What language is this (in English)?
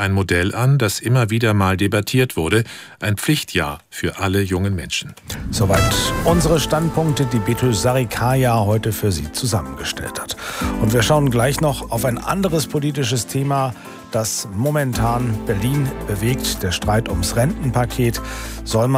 German